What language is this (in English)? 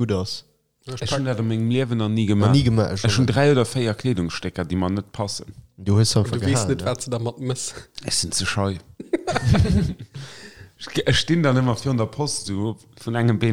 Luxembourgish